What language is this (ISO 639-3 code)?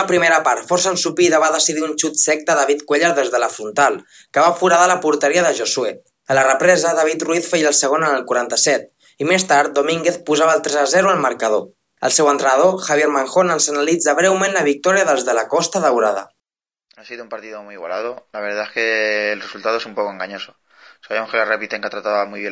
cat